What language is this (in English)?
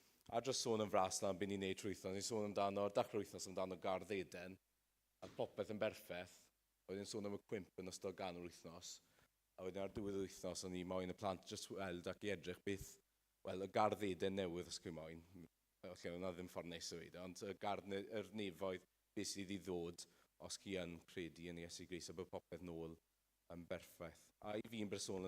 Welsh